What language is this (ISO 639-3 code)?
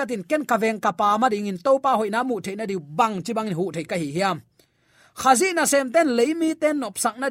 ctd